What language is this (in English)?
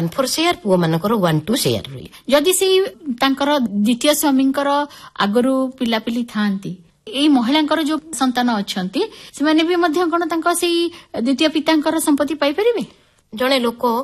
Odia